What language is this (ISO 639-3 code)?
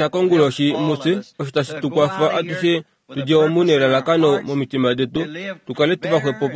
kua